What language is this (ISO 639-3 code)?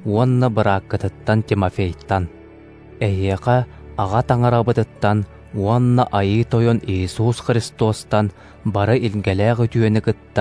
sah